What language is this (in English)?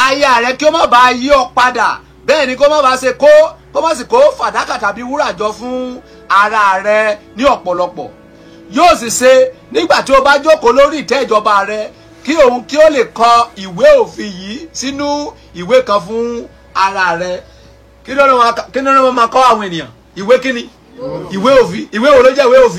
Yoruba